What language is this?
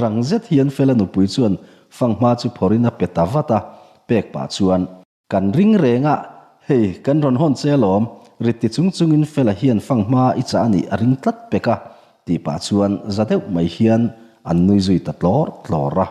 Mizo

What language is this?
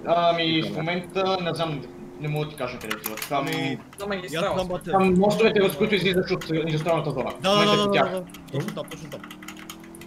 Bulgarian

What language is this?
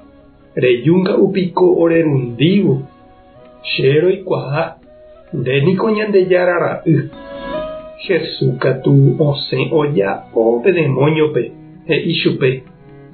Guarani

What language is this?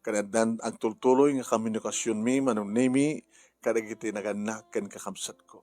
Iloko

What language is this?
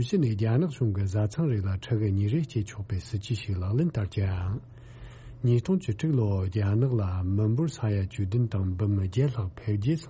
Tibetan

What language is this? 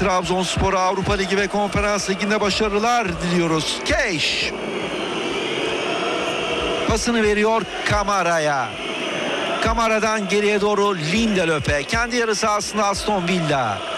Turkish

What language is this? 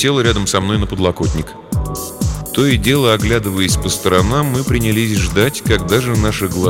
Russian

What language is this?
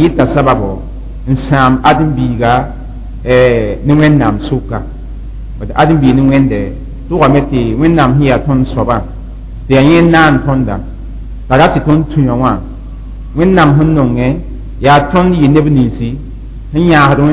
Mossi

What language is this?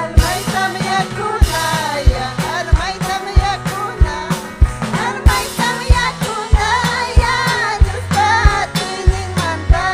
Ayacucho Quechua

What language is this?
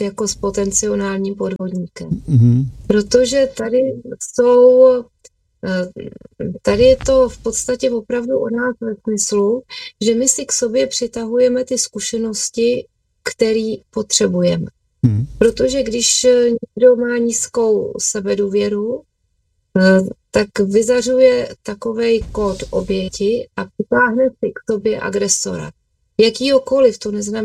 Czech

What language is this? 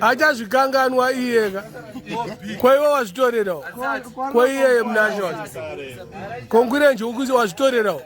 Shona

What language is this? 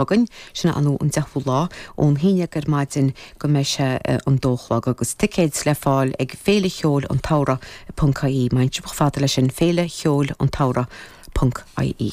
Irish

